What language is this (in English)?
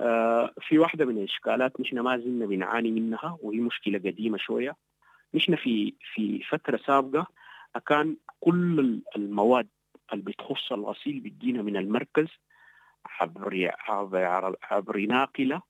Sudanese Arabic